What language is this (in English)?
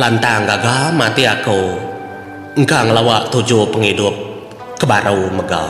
Iban